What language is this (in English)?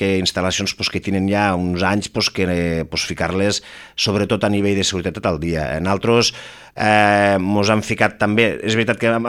Catalan